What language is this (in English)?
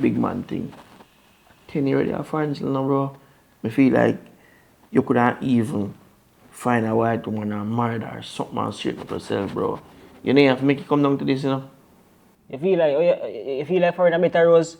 Jamaican Creole English